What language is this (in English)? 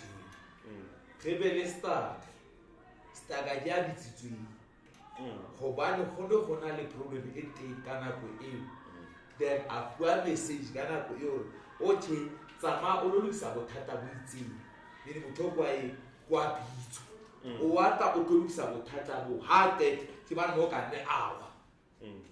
Southern Sotho